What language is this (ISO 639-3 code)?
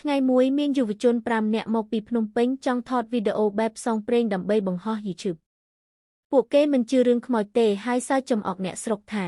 khm